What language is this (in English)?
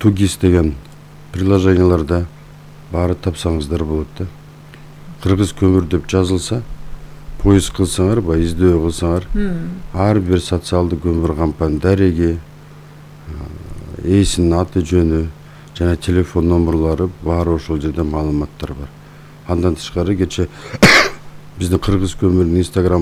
Kyrgyz